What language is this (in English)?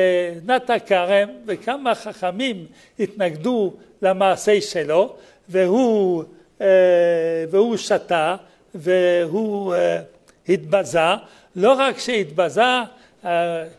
Hebrew